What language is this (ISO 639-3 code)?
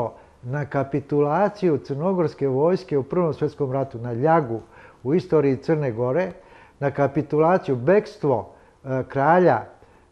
srp